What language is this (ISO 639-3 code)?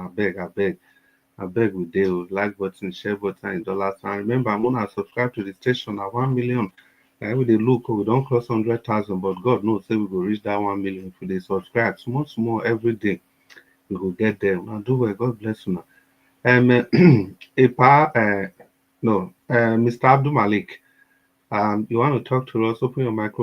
pcm